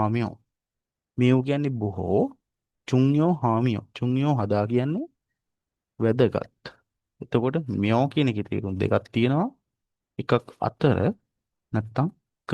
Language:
Sinhala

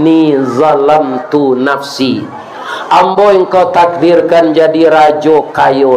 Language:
Minangkabau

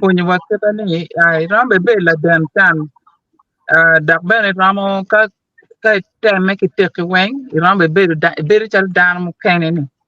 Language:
Acoli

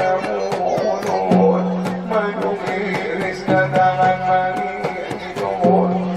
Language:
Batak Angkola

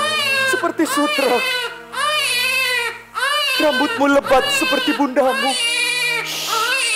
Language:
Indonesian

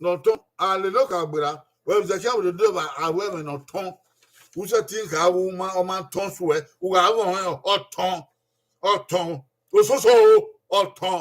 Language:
Bini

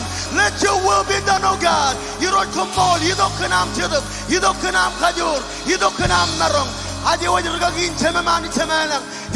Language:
Marshallese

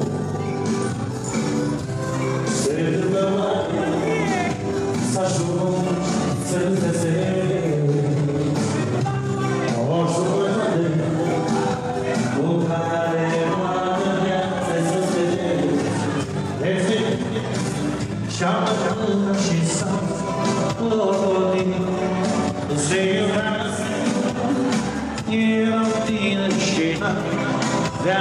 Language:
Romanian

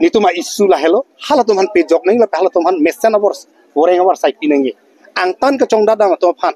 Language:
Karbi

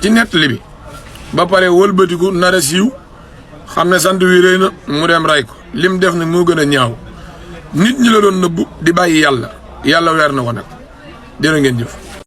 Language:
Wolof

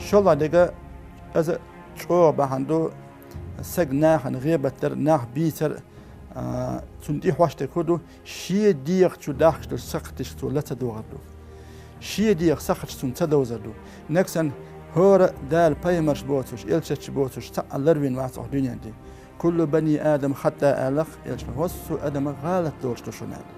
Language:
Chechen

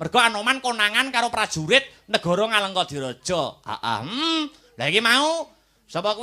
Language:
Javanese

